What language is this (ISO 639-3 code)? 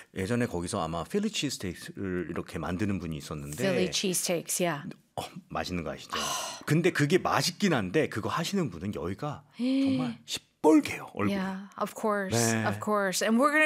kor